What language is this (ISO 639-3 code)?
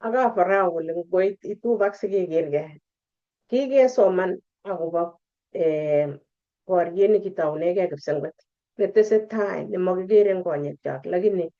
kln